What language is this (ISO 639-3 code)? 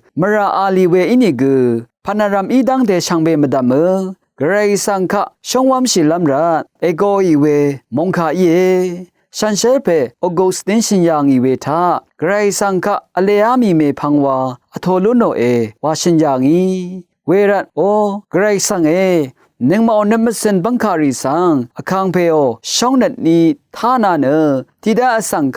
raw